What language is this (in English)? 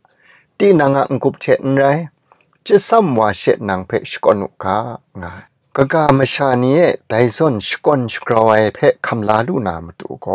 Kachin